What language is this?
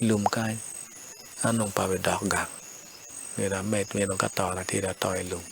Acoli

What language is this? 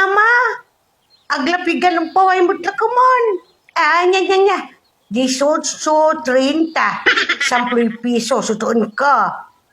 Pangasinan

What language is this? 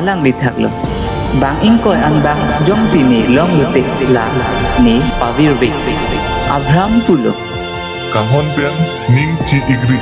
Karbi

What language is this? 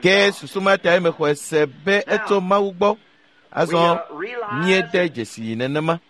Ewe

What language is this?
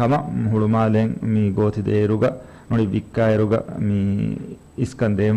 Divehi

